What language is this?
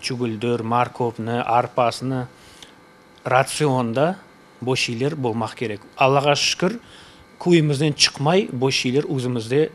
Crimean Tatar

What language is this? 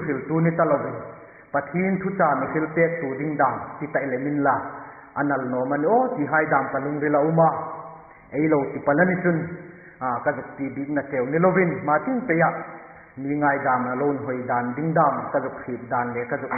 Hmar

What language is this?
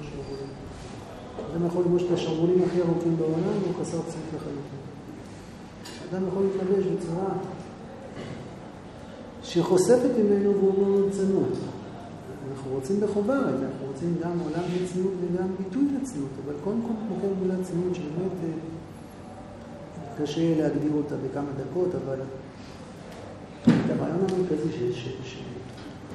Hebrew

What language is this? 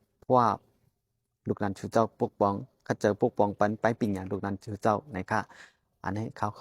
Shan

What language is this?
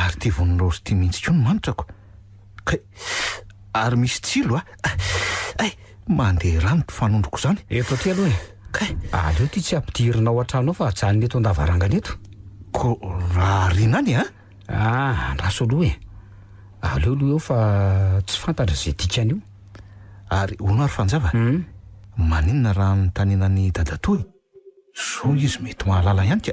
Malagasy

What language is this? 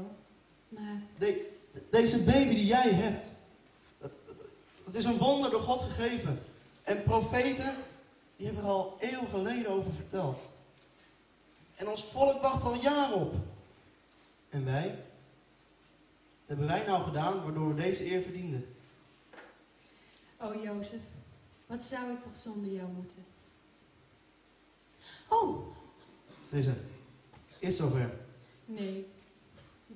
Dutch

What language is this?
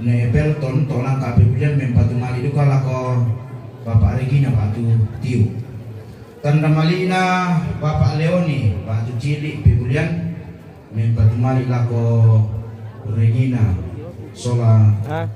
Toraja-Sa'dan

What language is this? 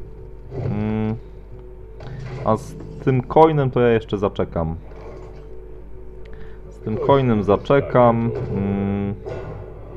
Polish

